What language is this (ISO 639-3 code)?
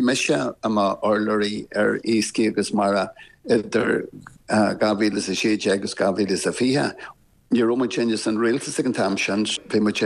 gle